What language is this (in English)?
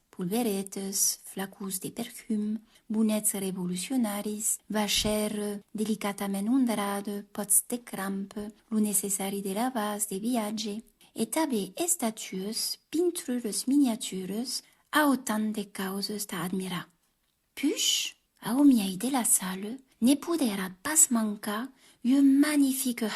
Occitan